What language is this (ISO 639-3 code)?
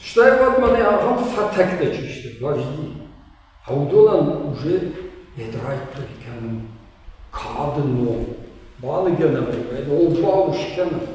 oss